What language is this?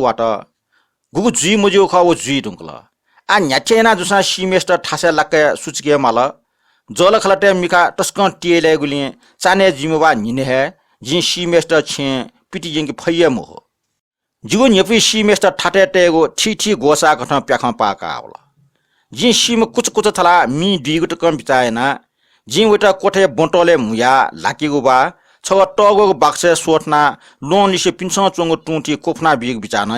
Newari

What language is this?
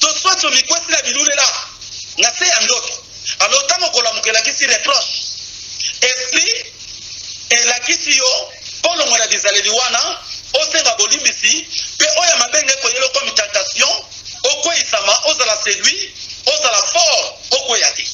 Lingala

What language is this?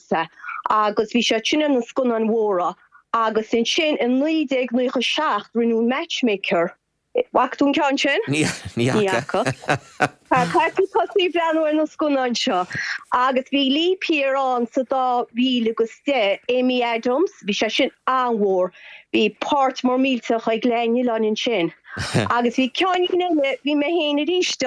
Irish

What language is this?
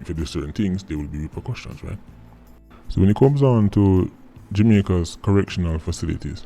Jamaican Creole English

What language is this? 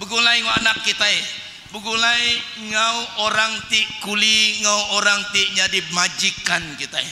Iban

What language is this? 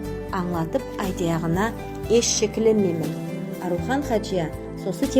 Nogai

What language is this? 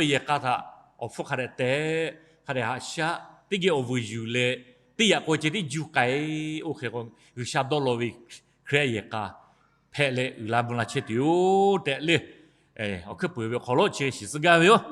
Lahu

